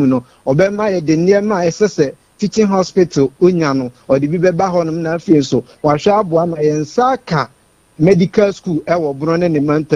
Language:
Akan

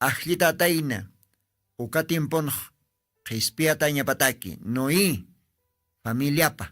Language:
Aymara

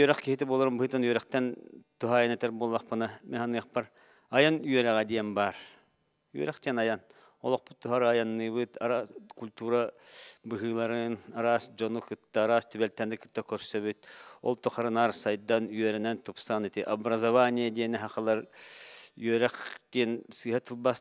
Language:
Yakut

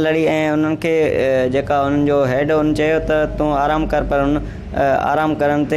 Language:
Sindhi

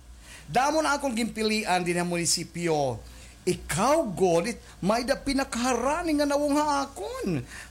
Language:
Waray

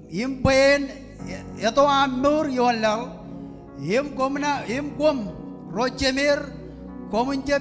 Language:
Marshallese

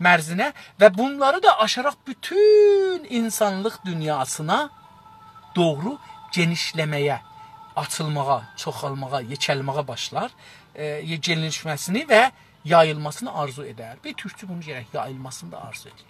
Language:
South Azerbaijani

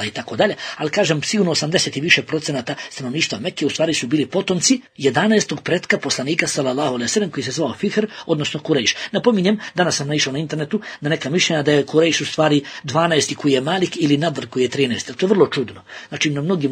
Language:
Bosnian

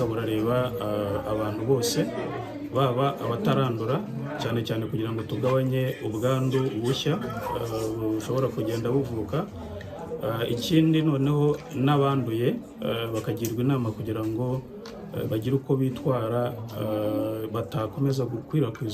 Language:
Kinyarwanda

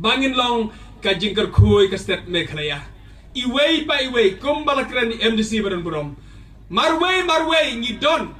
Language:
Khasi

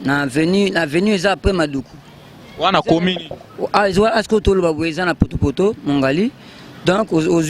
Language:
Lingala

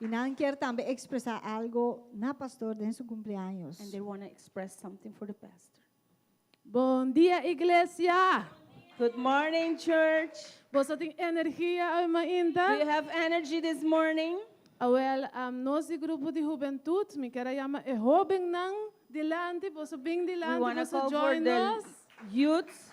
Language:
Papiamento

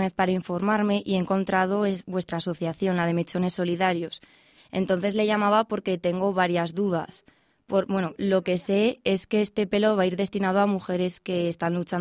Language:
Spanish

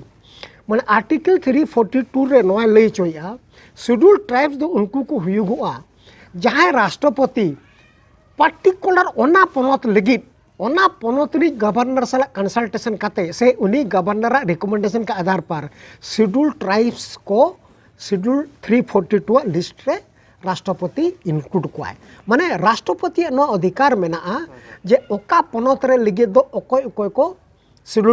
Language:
Santali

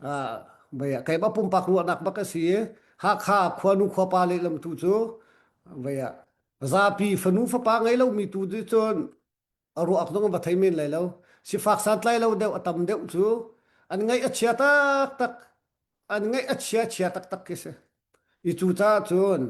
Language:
Hakha Chin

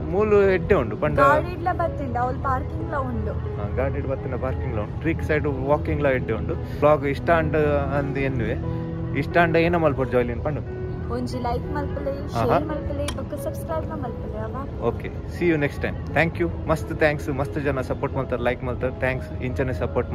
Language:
Tulu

